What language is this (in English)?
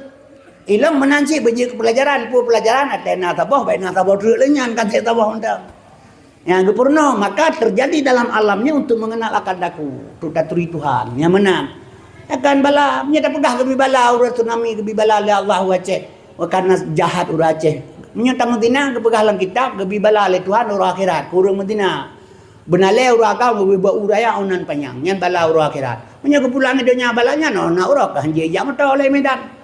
Achinese